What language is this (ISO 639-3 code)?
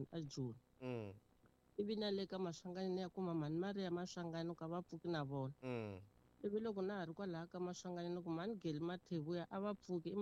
tso